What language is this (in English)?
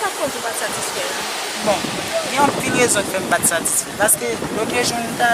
Haitian Creole